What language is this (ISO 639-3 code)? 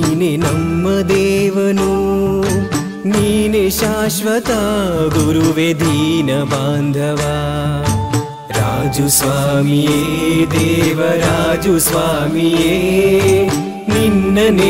kan